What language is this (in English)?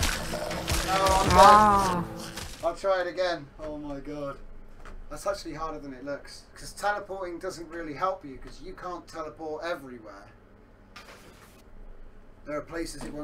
English